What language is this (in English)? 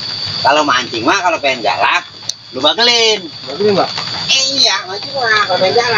Betawi